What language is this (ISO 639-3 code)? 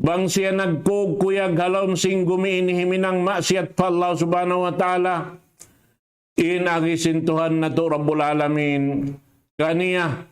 tsg